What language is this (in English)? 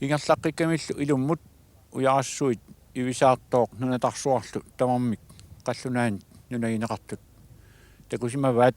Kalaallisut